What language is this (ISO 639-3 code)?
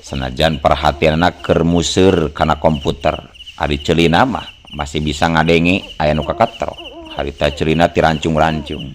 sun